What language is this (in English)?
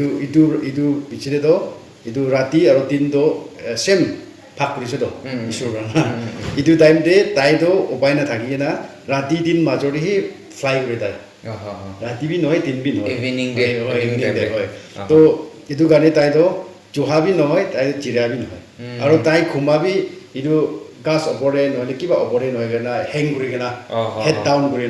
Naga Pidgin